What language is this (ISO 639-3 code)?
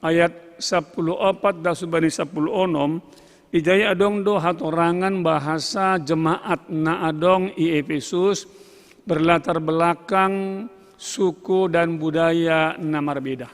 bts